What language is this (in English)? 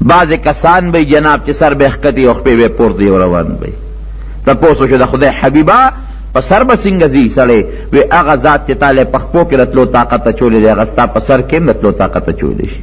Pashto